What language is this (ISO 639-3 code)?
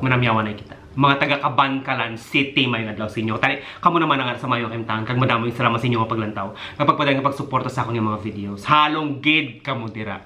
hil